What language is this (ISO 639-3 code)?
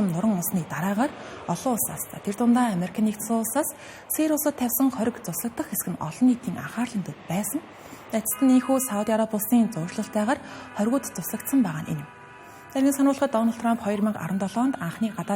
mon